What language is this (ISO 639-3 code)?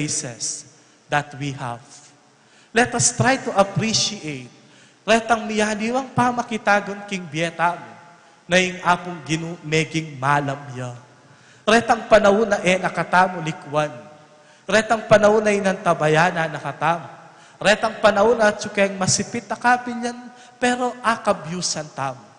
pam